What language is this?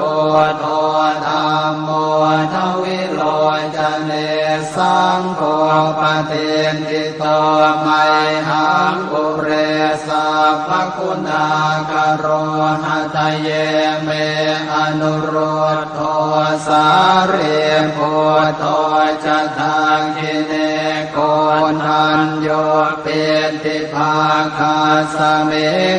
Pali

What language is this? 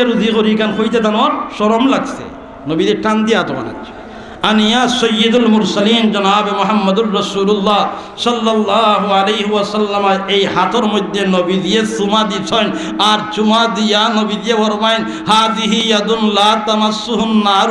Sylheti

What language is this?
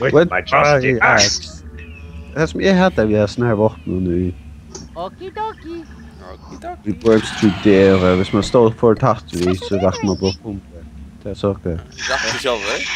Faroese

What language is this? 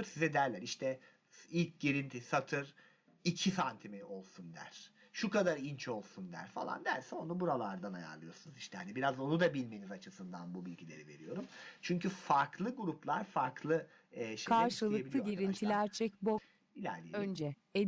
Turkish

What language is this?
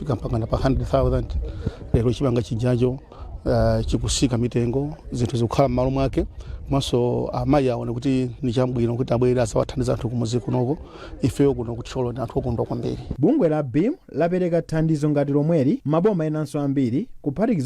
Nyanja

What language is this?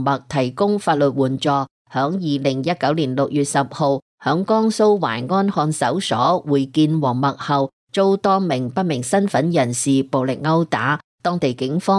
Cantonese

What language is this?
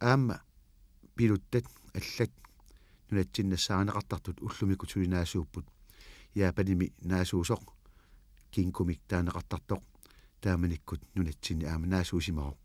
Kalaallisut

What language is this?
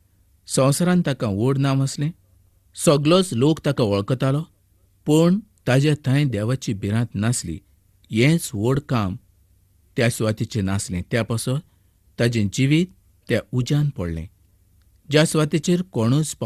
Konkani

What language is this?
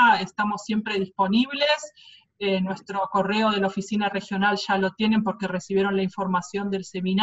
Spanish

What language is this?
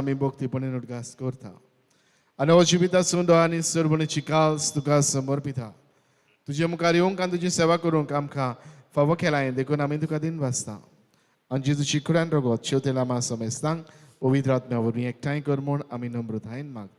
Konkani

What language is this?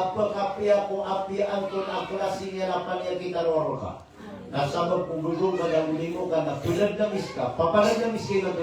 Maranao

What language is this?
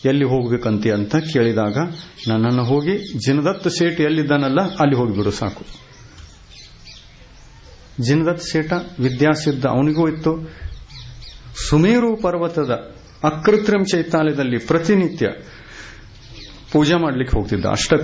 Kannada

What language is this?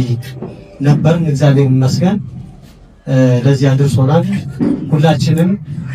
Amharic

